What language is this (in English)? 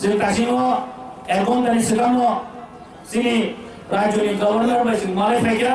Kok Borok